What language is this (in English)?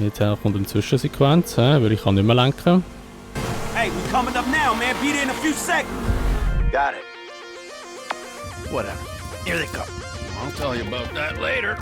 Swiss German